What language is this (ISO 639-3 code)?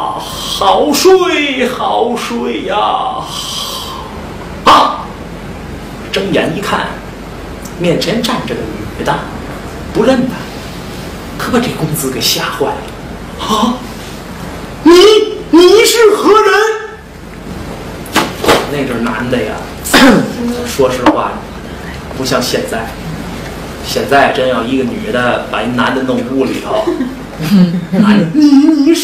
zho